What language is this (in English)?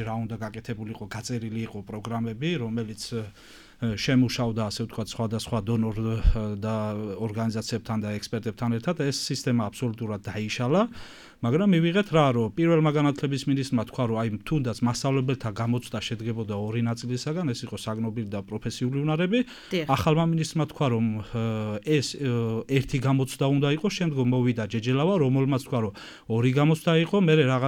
Georgian